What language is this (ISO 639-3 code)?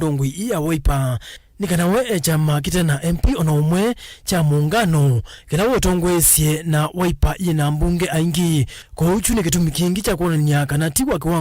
kam